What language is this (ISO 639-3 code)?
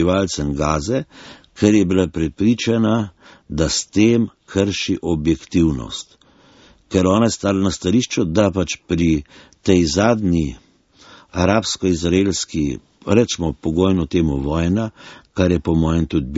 slv